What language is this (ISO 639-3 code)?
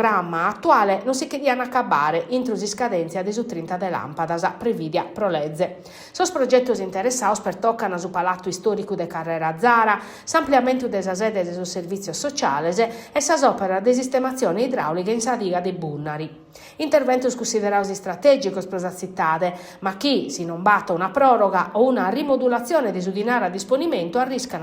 srd